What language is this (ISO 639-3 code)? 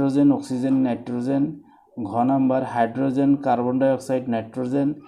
asm